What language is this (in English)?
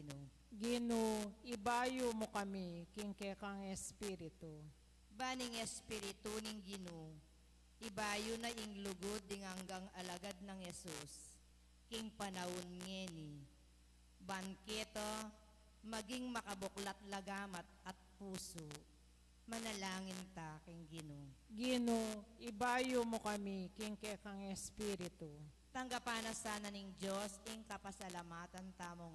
Pampanga